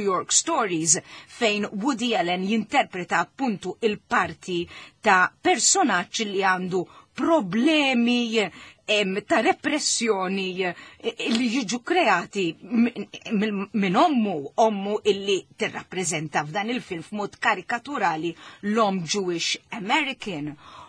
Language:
Maltese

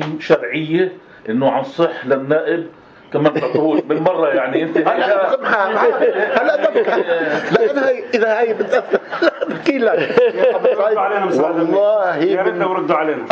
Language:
North Levantine Arabic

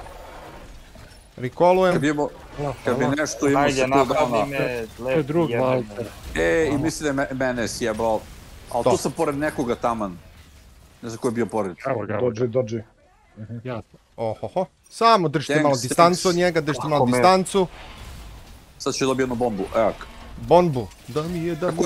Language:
Serbian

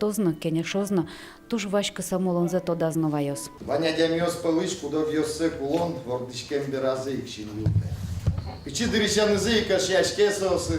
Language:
Udmurt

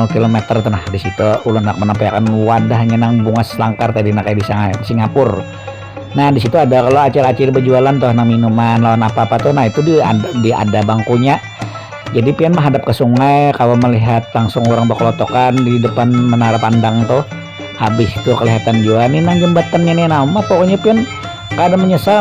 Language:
Banjar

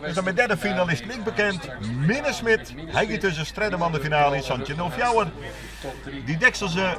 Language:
Western Frisian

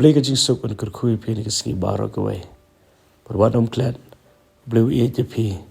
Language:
Khasi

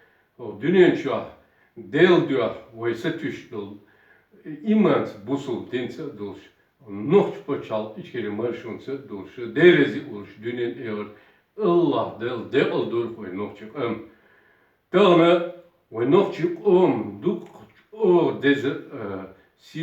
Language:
Chechen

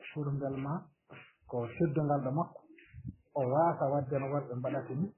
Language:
Fula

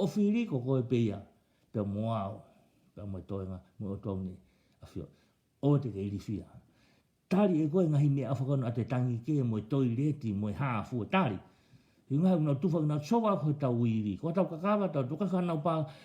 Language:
Tongan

